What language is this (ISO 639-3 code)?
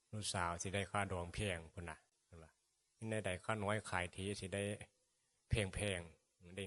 tts